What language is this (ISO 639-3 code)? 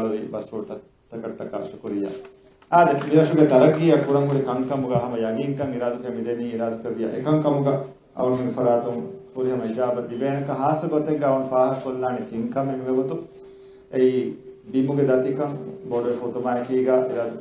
div